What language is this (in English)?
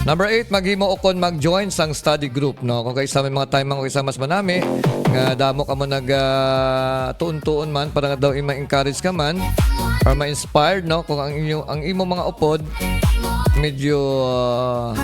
Hiligaynon